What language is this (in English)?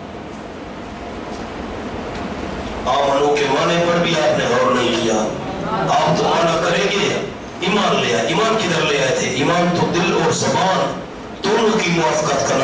Urdu